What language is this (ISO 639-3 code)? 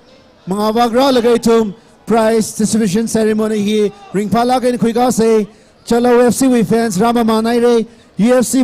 nmf